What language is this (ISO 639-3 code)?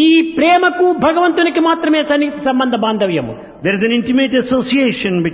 tel